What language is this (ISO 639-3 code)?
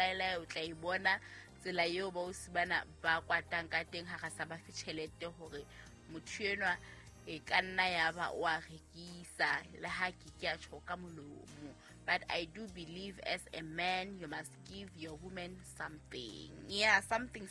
sot